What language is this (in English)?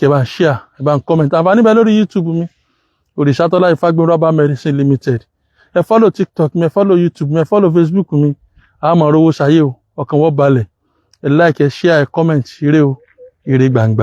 Yoruba